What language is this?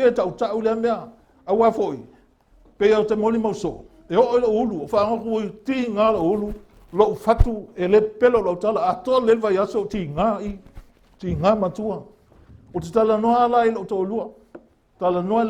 Samoan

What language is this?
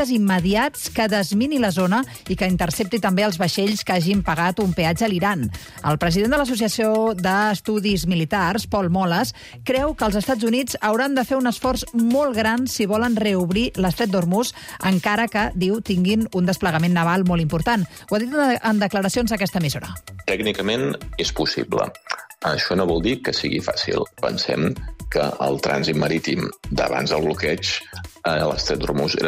Catalan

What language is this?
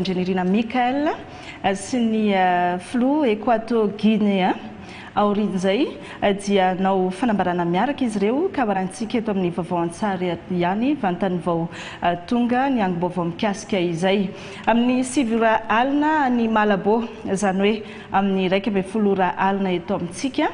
Malagasy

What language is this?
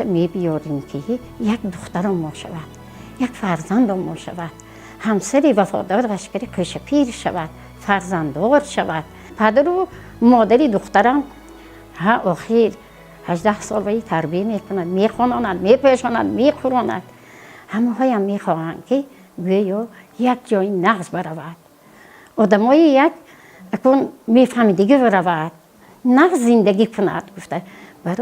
Tajik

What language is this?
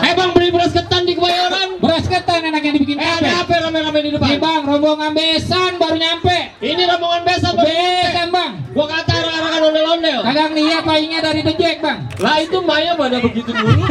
Betawi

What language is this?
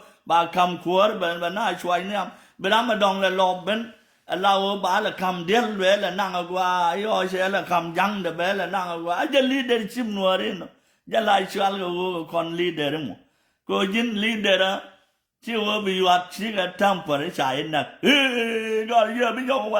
Nuer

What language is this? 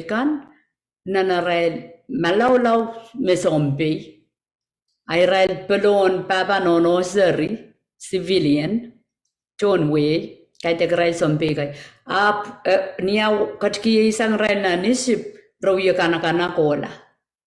Pohnpeian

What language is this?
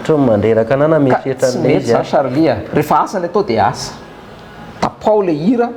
Malagasy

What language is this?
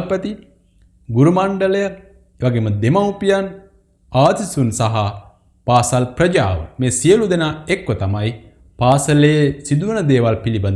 Sinhala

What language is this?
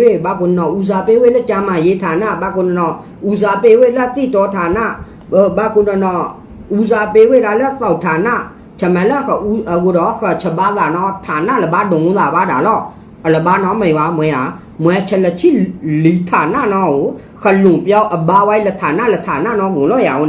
S'gaw Karen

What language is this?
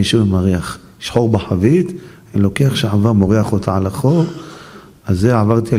Hebrew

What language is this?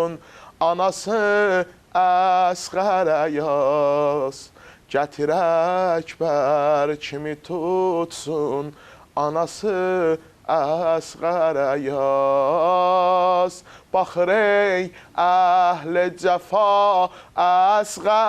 Azerbaijani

